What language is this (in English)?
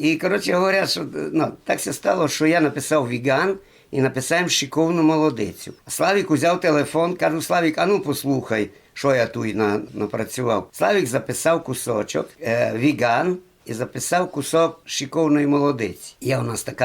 Rusyn